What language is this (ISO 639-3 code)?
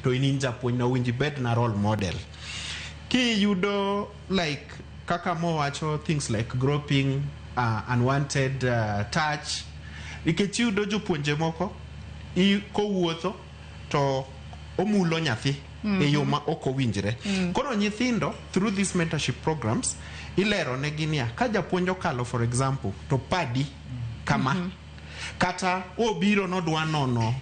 luo